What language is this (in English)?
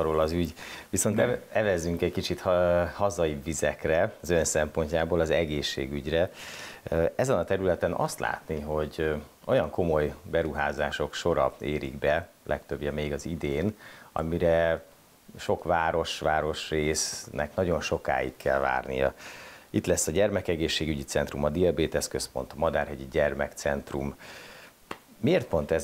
Hungarian